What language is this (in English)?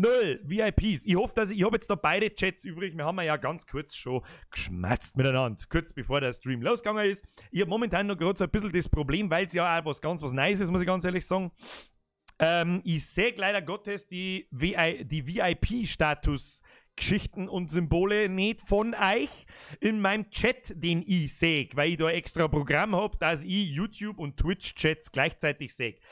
Bavarian